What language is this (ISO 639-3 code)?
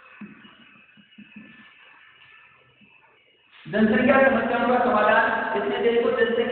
hin